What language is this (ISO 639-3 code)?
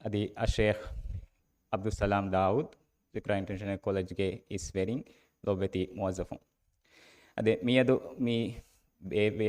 div